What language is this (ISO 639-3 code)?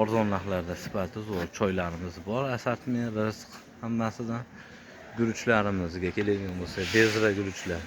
uzb